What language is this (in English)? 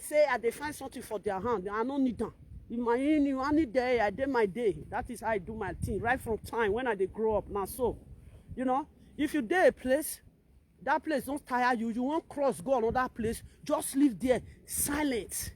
Nigerian Pidgin